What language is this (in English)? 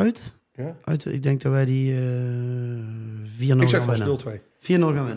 Dutch